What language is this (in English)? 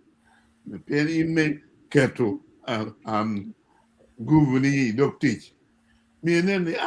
Acoli